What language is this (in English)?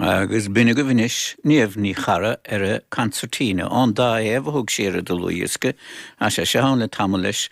Irish